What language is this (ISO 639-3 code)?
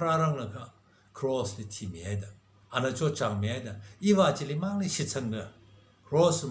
nmf